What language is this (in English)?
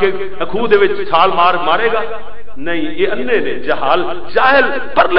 Western Panjabi